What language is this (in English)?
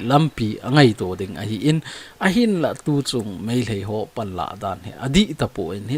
Thado Chin